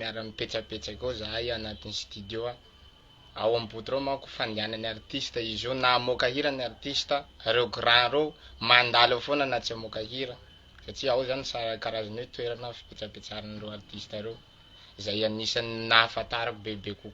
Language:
Malagasy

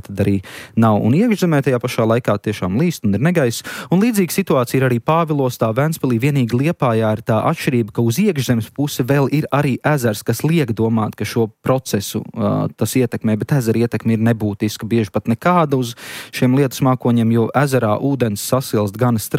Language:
Latvian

